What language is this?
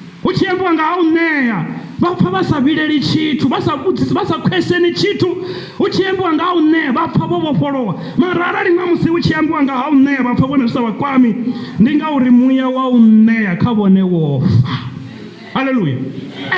Venda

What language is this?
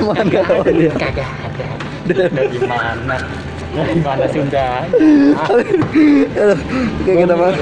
Betawi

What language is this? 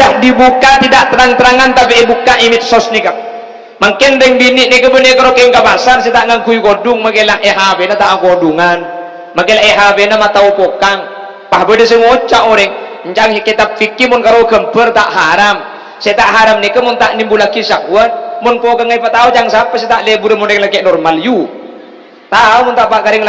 Madurese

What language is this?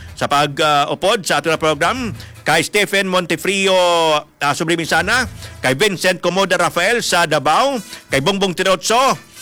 Hiligaynon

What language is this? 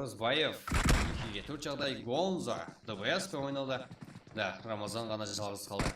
Kara-Kalpak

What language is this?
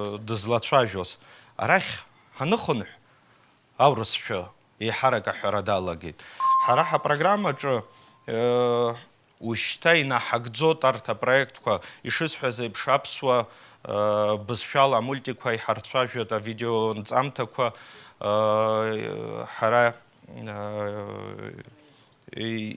Abkhazian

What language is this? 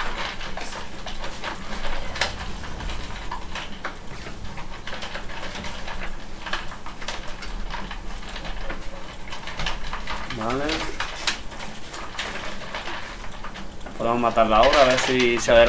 Spanish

